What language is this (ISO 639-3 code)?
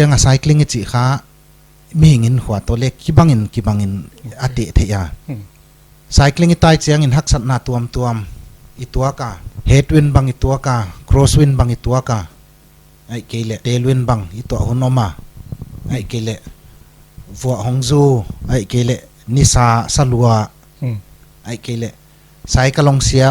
pck